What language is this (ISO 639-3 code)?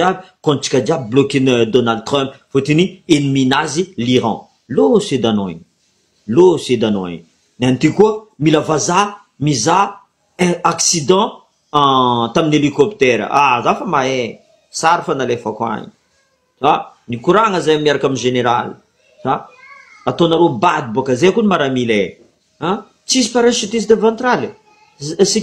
mlg